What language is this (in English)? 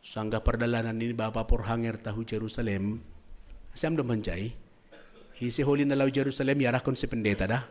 Batak Simalungun